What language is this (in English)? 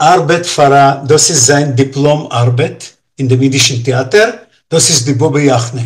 Yiddish